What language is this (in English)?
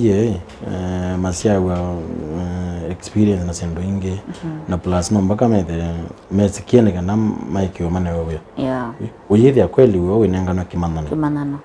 Kamba